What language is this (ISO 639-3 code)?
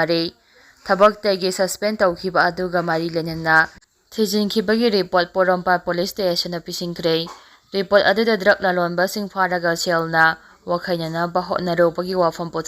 mni